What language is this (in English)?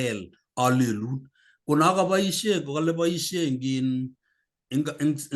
Kalenjin